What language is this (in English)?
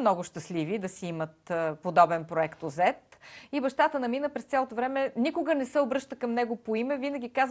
Bulgarian